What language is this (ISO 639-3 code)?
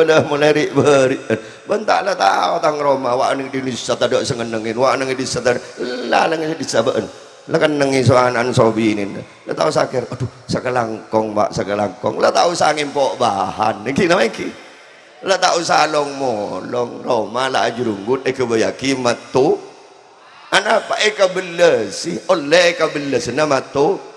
mad